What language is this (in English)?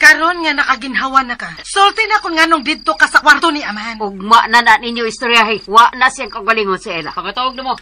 Cebuano